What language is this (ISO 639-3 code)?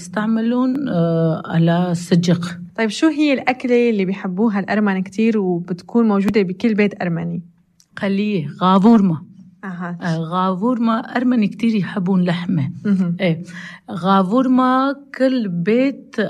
apc